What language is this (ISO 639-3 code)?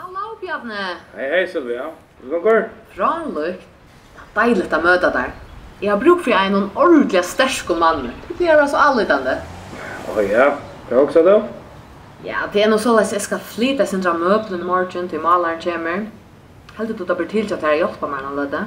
fao